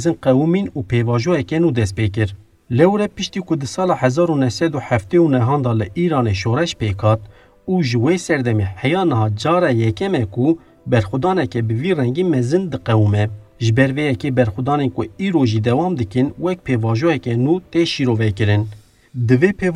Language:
Kurdish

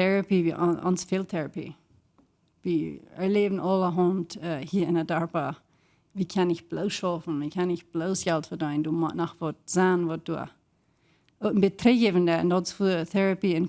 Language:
Plautdietsch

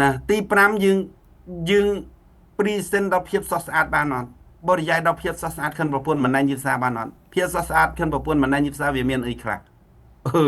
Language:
Khmer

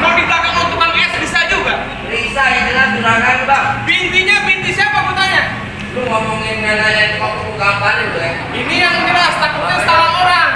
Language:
Betawi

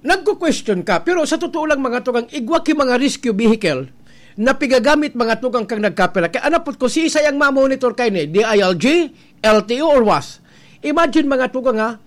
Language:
Bikol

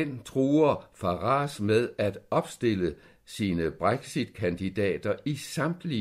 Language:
Danish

